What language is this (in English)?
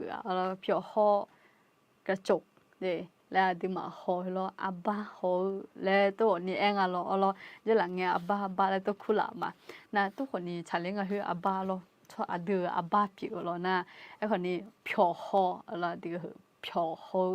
Akha